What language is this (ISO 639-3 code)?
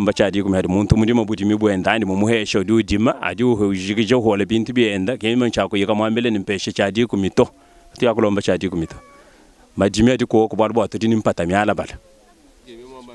lua